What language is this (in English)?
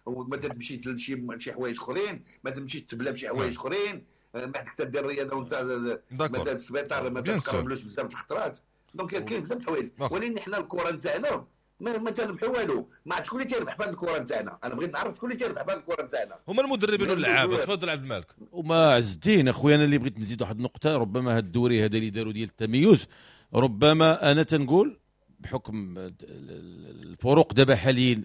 Moroccan Arabic